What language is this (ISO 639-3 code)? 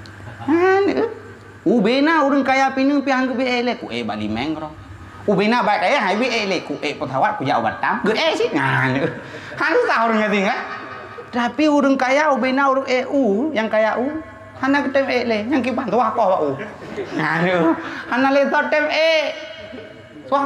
ace